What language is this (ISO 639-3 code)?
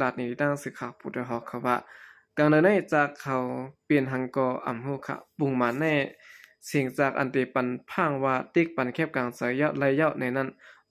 shn